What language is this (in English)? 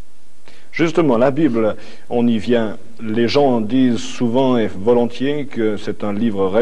French